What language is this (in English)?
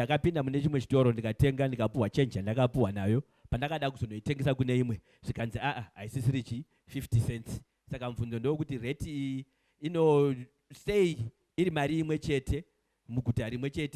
Shona